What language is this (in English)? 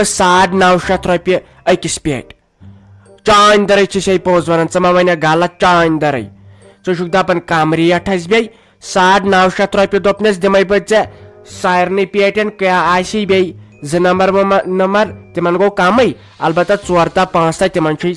Kashmiri